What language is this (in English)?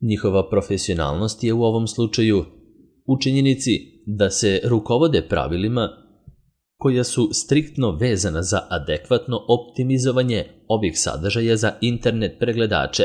Serbian